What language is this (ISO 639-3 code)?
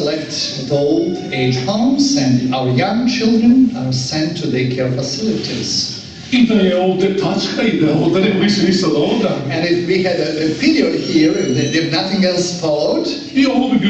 srp